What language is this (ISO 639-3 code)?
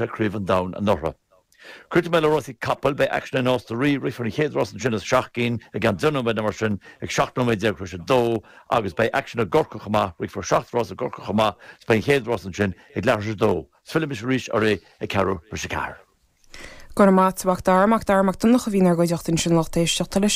gle